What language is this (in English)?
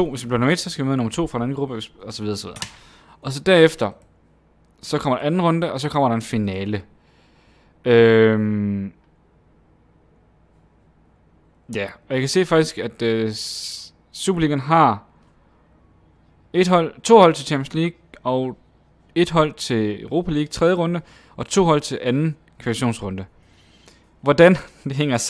Danish